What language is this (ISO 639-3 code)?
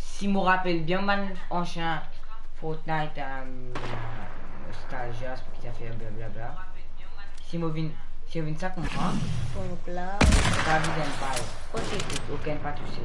mfe